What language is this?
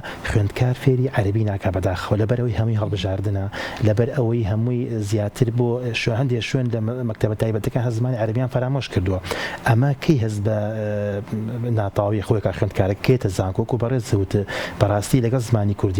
Central Kurdish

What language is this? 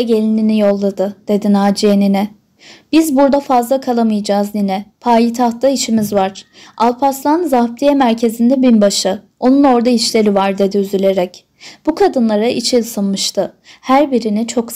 Turkish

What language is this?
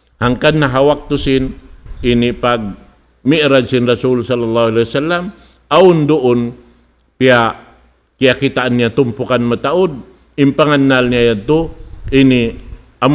Tausug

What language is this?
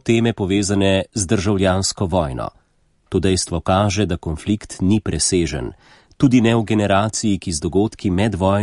Slovenian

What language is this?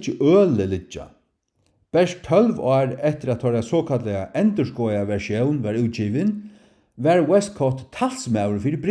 Faroese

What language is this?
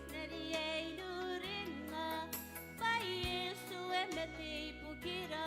Gilbertese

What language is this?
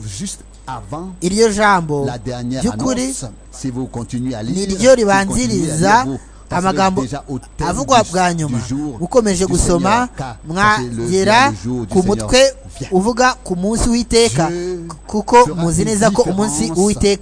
Kinyarwanda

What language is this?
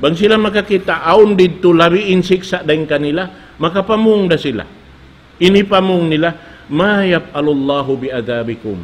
Tausug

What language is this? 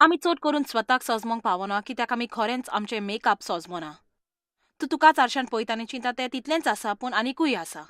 Konkani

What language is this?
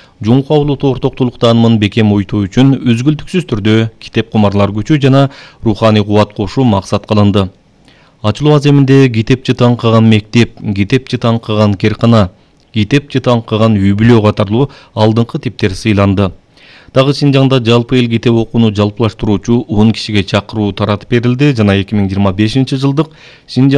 Kyrgyz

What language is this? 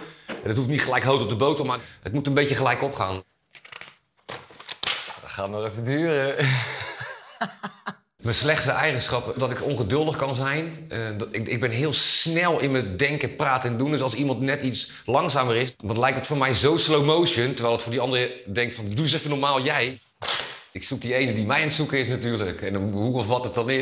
Dutch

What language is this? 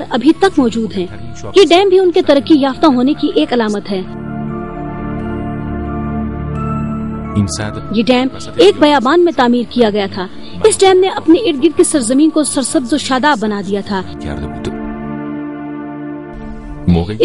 Urdu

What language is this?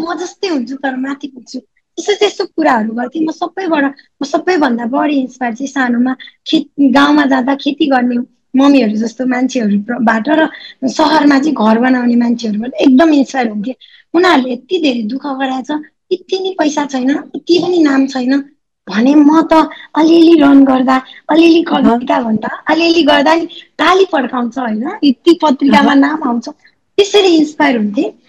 Nepali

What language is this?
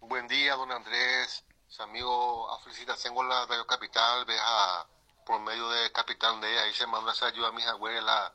Guarani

